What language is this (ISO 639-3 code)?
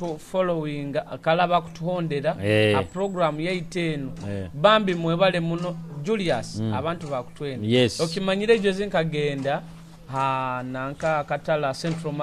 nyo